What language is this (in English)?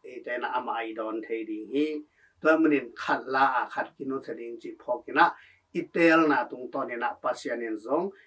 Tedim Chin